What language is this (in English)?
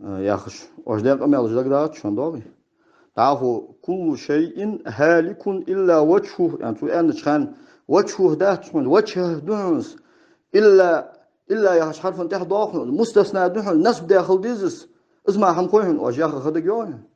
Ingush